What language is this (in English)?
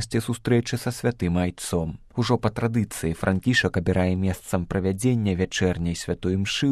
Belarusian